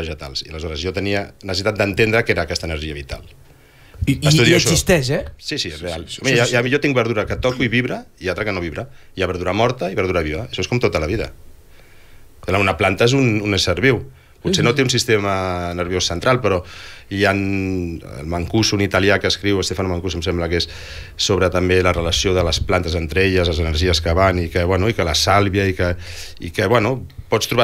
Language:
Catalan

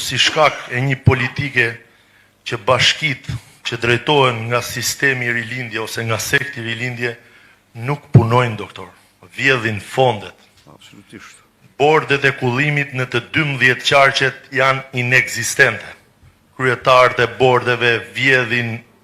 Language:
Albanian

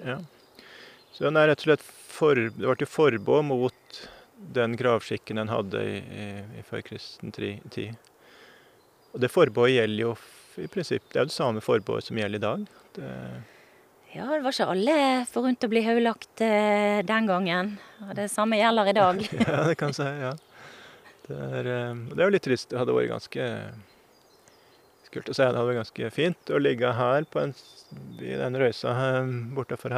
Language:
Norwegian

